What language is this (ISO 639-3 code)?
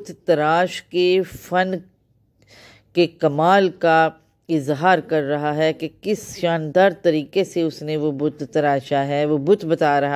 urd